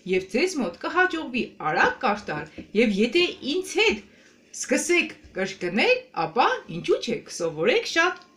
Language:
Armenian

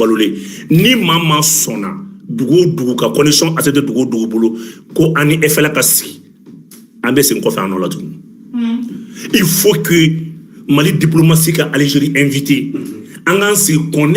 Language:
Bambara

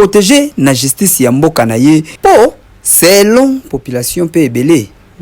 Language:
Lingala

